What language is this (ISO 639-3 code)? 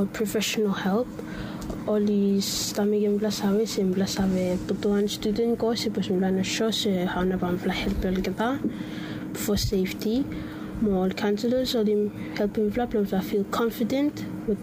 bis